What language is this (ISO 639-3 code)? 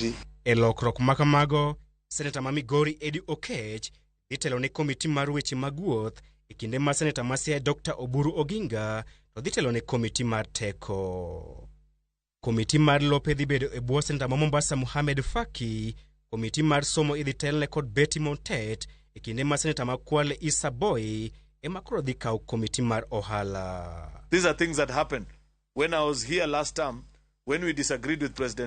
luo